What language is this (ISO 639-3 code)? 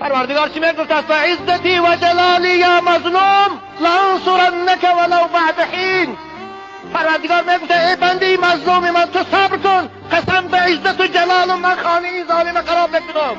fas